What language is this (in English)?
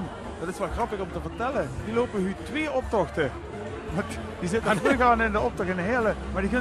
Limburgish